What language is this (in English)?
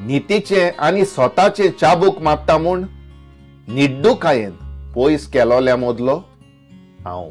Konkani